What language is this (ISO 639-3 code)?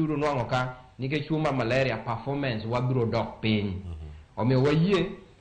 luo